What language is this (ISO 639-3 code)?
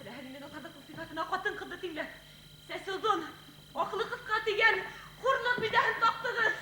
bak